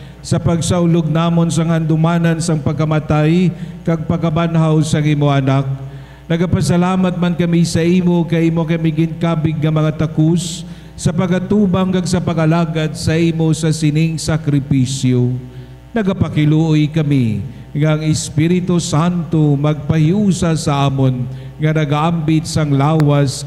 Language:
Hiligaynon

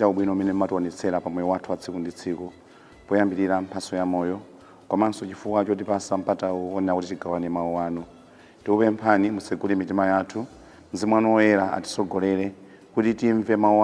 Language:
Nyanja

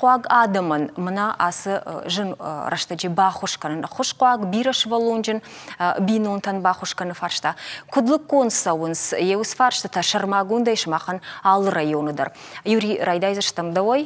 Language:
Ossetic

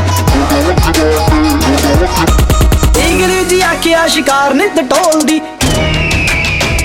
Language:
Punjabi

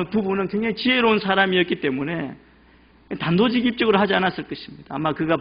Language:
Korean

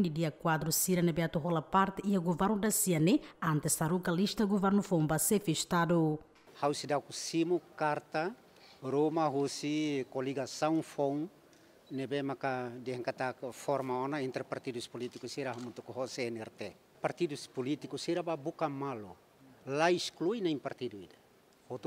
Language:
Tetum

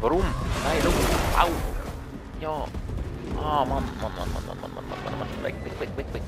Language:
Swiss German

